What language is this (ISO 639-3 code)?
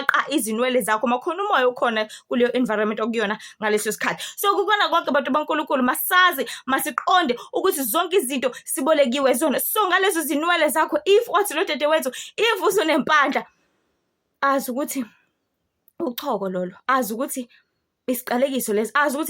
zul